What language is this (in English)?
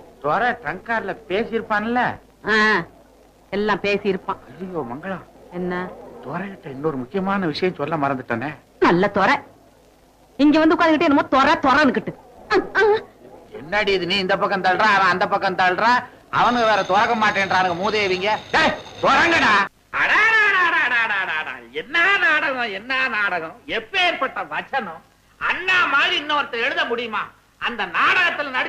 Tamil